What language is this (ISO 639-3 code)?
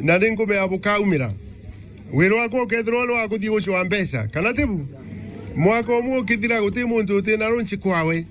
mer